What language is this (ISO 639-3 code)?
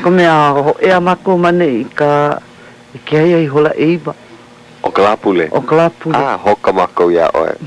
haw